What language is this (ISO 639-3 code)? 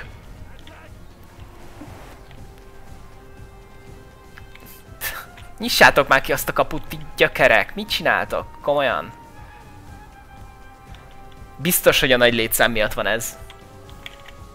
hun